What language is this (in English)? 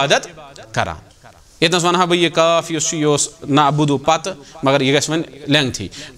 Kashmiri